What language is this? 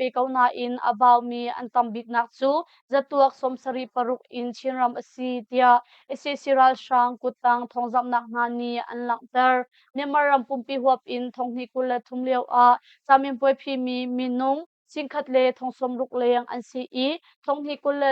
Hakha Chin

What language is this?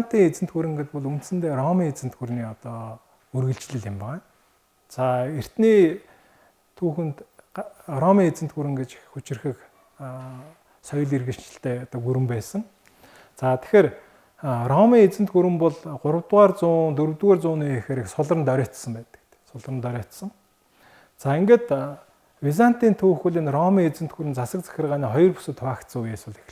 Mongolian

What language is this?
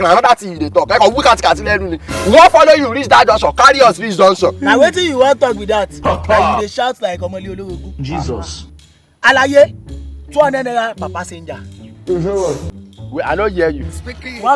Nigerian Pidgin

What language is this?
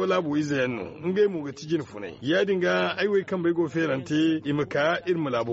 Zarma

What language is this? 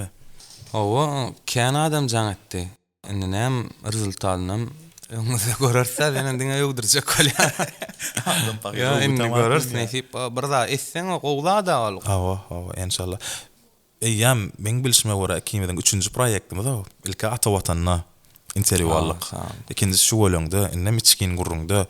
Turkmen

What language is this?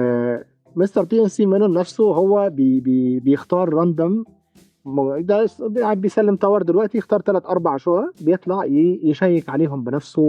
Egyptian Arabic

